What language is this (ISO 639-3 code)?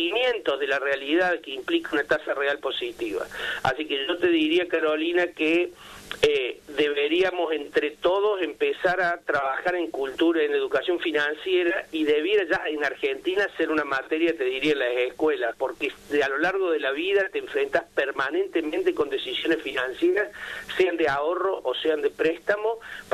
spa